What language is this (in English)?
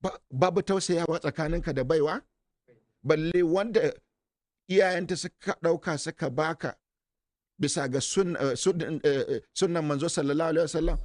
Hausa